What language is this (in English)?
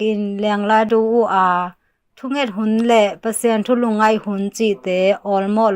Tedim Chin